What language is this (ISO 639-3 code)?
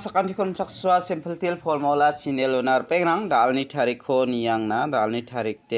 grt